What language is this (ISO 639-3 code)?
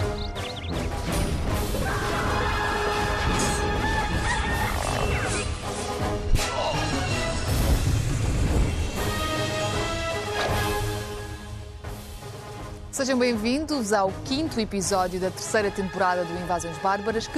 por